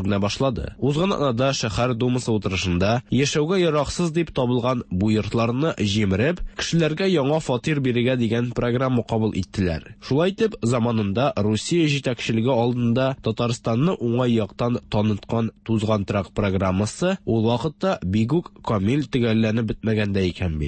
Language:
Tatar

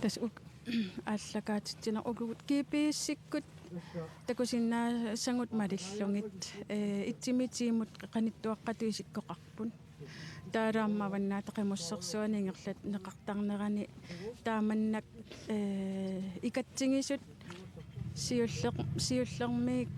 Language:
Kalaallisut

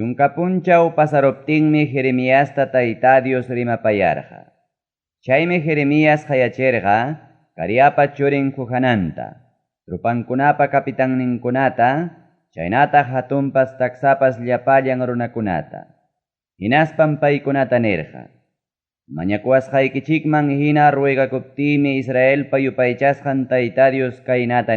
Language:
Ayacucho Quechua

